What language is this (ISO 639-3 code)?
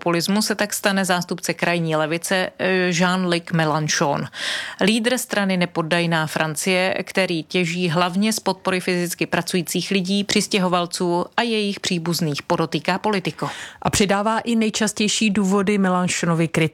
ces